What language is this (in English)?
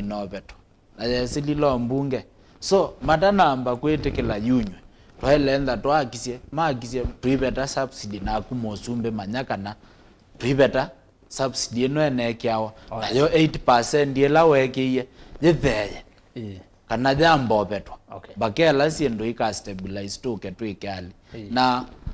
Kamba